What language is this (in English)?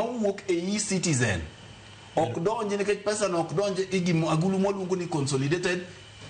Luo (Kenya and Tanzania)